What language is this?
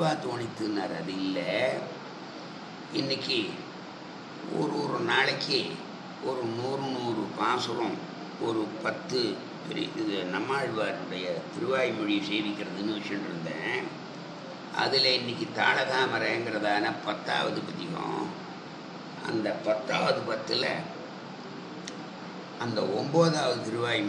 Tamil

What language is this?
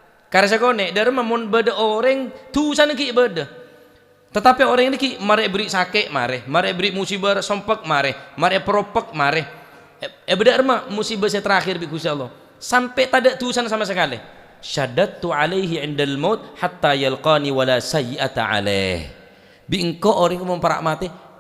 Madurese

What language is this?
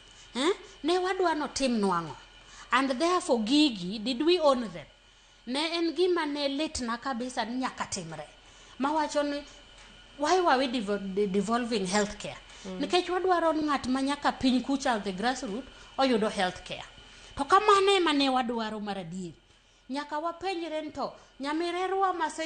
Luo (Kenya and Tanzania)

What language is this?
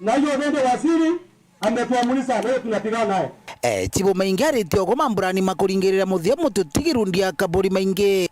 Meru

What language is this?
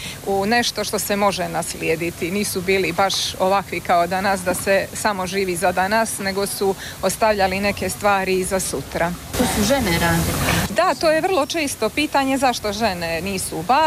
Croatian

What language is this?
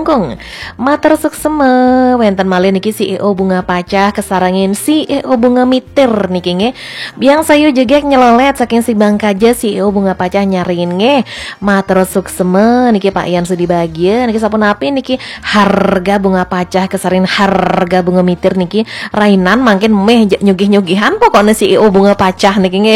Balinese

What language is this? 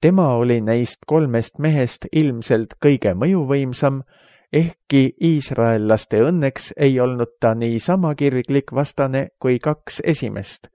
Estonian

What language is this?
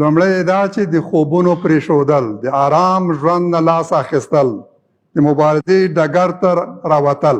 Pashto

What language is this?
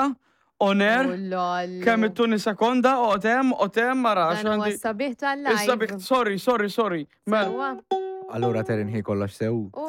Maltese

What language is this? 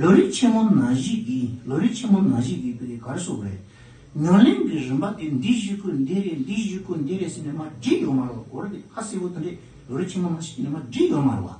Tibetan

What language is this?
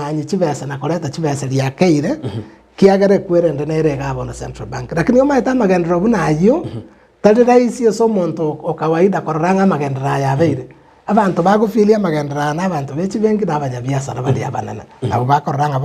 Gusii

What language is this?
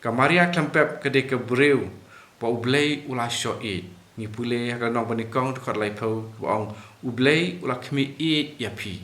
Khasi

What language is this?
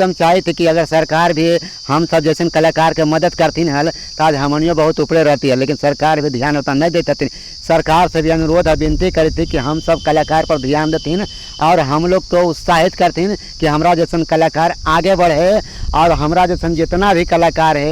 Magahi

